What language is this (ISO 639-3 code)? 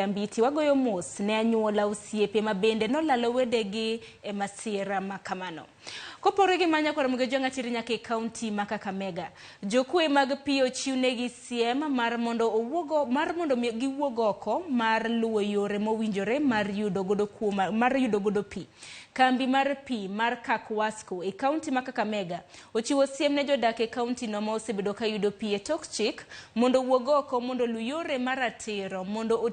luo